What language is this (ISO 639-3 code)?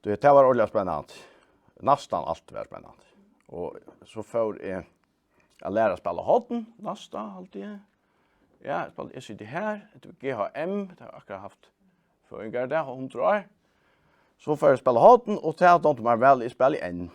fao